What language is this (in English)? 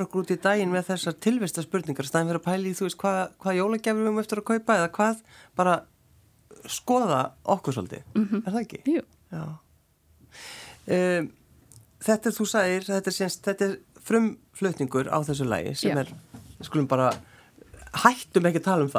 Icelandic